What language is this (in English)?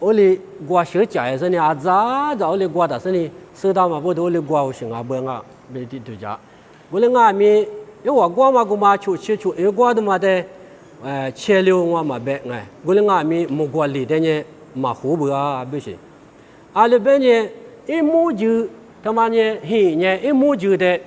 Lisu